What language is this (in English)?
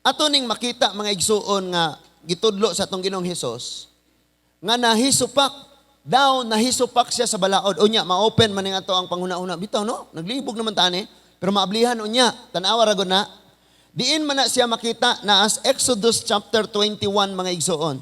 Cebuano